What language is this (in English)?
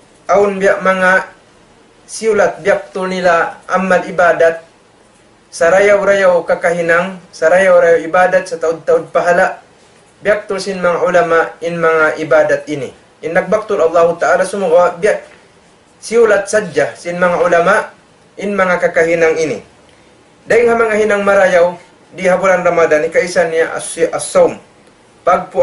Tausug